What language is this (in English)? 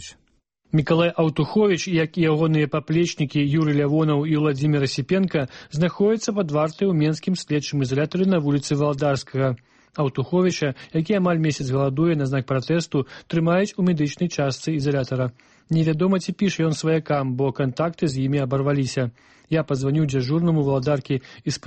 Belarusian